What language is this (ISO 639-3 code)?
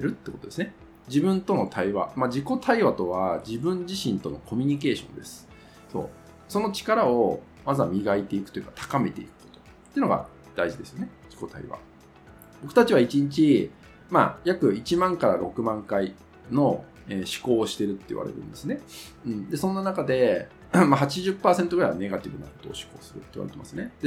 jpn